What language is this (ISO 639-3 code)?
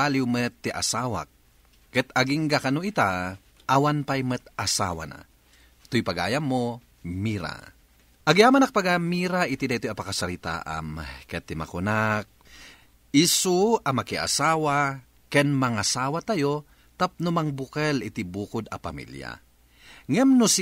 ilo